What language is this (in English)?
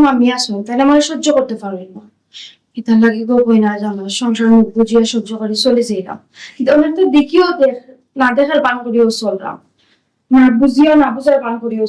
Sylheti